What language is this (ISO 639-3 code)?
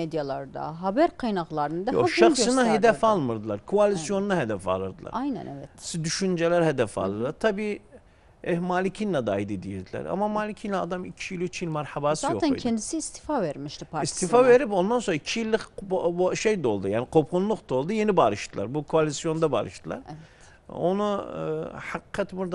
tur